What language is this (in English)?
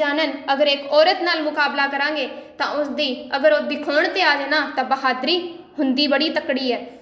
Punjabi